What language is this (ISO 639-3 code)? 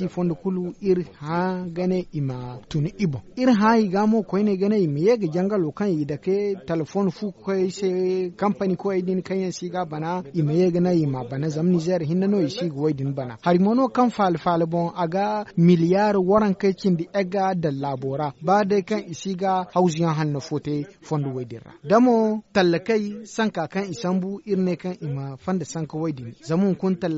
dje